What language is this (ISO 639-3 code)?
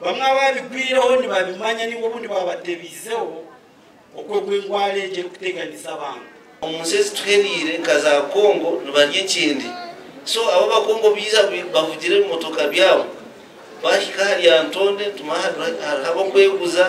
nyn